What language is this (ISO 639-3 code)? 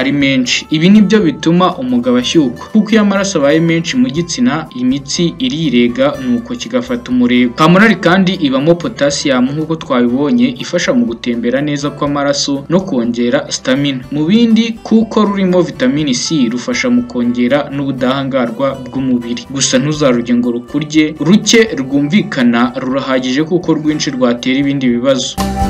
kin